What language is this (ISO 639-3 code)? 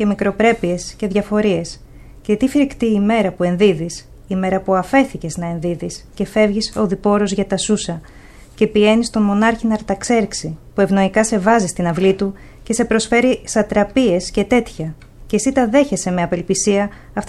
ell